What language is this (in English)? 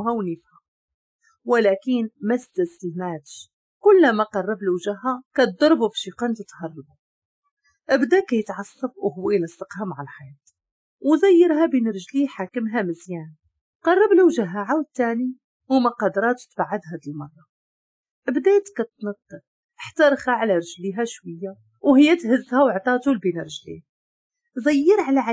Moroccan Arabic